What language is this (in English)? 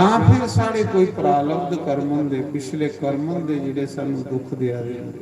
Dogri